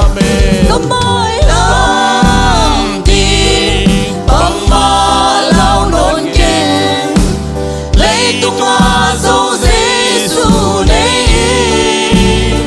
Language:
Tedim Chin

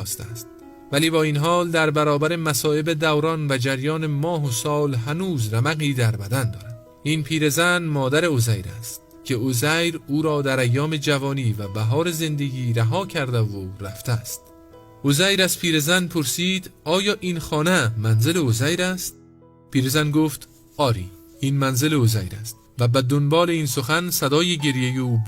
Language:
Persian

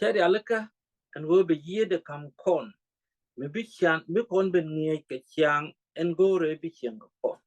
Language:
Nuer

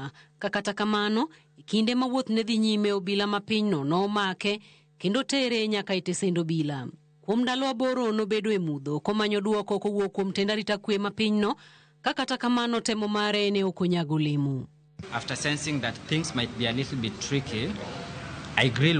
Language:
Luo (Kenya and Tanzania)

